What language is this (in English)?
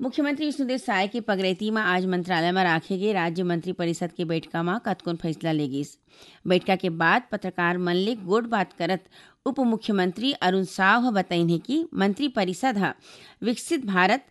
Chhattisgarhi